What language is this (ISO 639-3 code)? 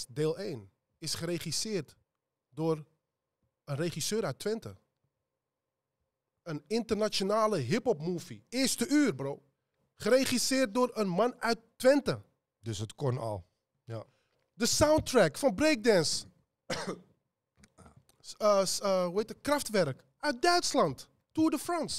nld